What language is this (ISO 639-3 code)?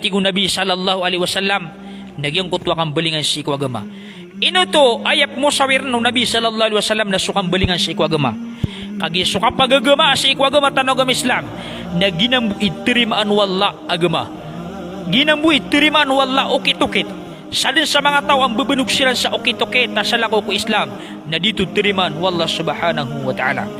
mrw